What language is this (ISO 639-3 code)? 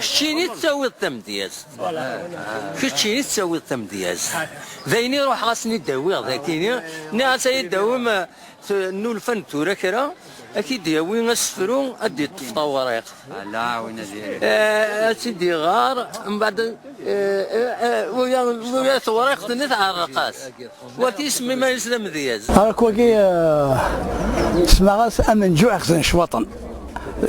kab